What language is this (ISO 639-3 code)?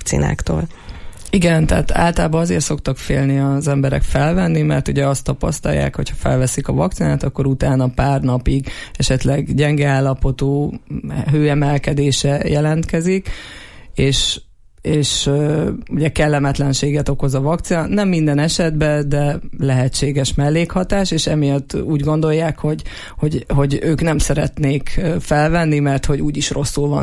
hun